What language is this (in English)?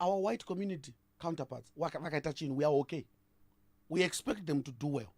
Shona